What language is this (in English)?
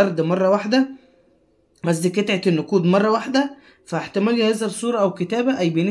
Egyptian Arabic